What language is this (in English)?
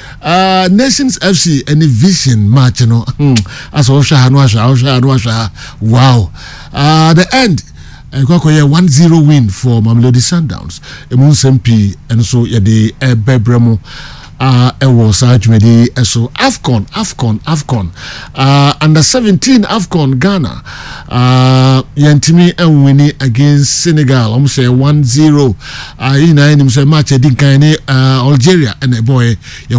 Akan